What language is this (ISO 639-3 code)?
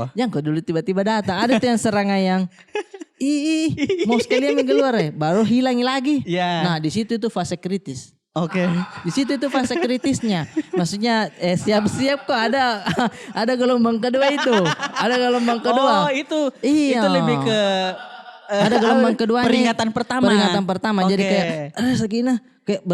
mfp